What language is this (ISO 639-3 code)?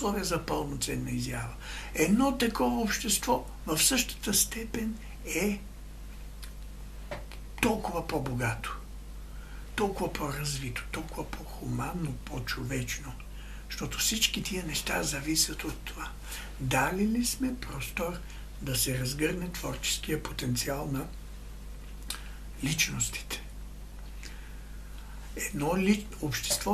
bul